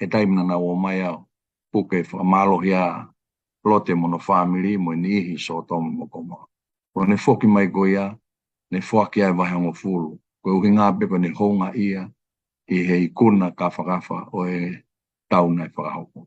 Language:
Tongan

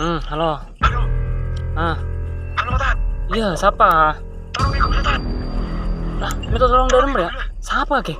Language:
Madurese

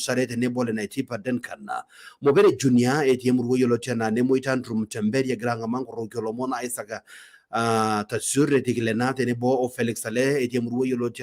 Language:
Masai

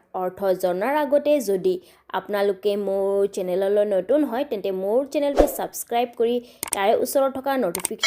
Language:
Assamese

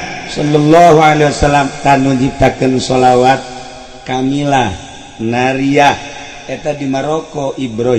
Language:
Sundanese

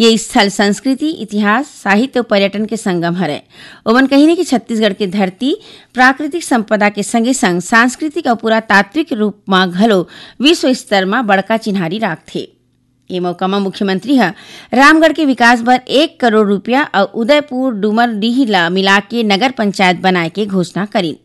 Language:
Chhattisgarhi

